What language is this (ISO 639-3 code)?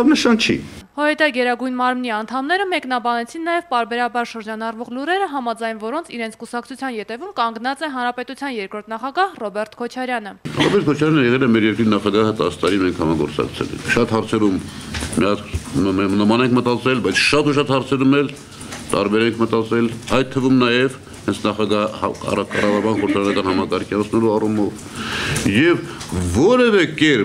hye